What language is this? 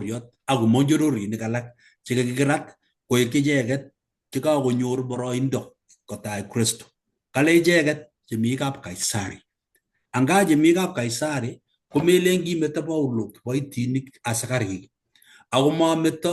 Kalenjin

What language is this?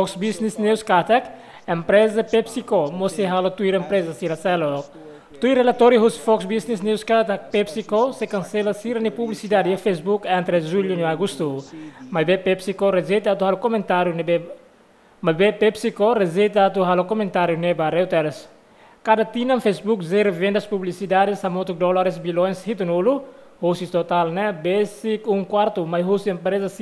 Tetum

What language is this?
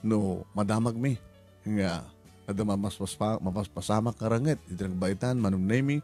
Iloko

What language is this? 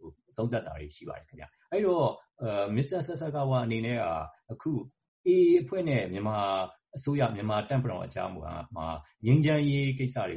Burmese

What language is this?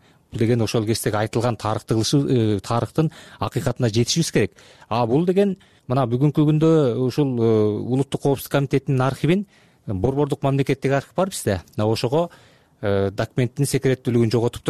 Kyrgyz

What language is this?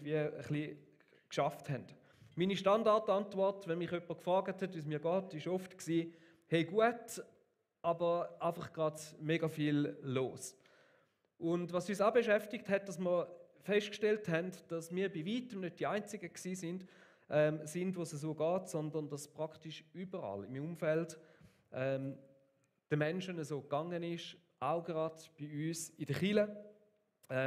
Swiss German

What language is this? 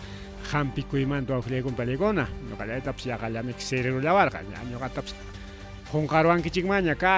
Ayacucho Quechua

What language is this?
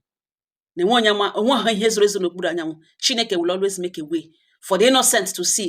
Igbo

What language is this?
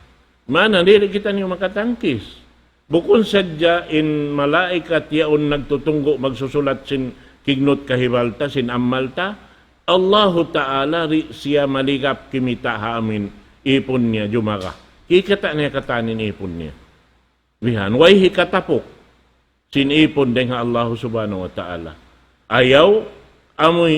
Tausug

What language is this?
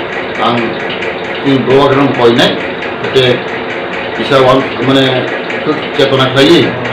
Kok Borok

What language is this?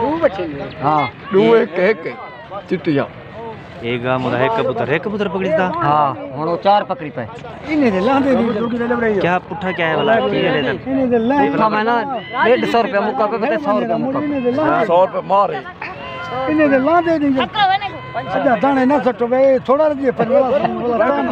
Saraiki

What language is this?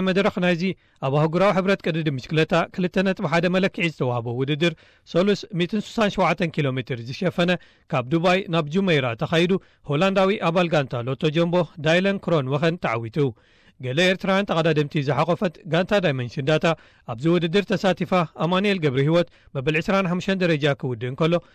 Tigrinya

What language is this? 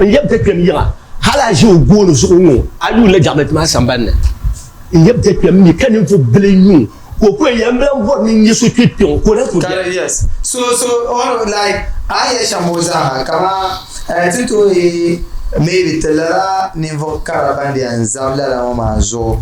Dagbani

